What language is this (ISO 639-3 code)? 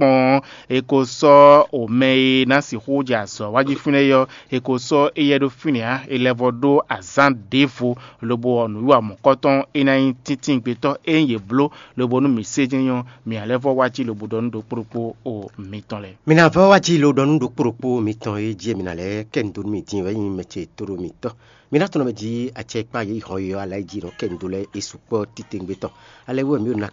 fon